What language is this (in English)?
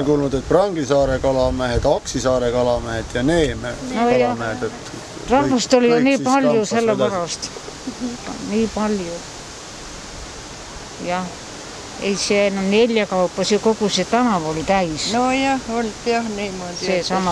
Estonian